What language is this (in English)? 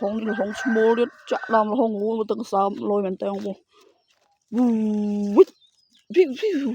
Khmer